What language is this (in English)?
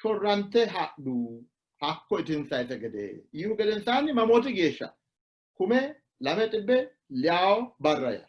Sidamo